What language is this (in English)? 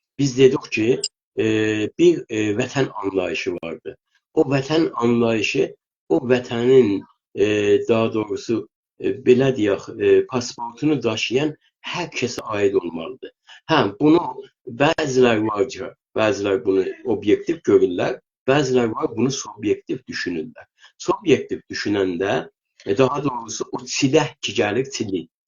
South Azerbaijani